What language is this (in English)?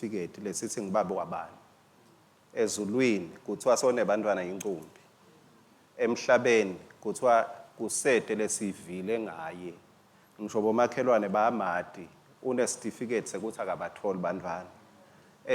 Swati